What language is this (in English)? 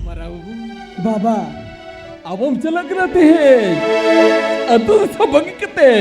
Santali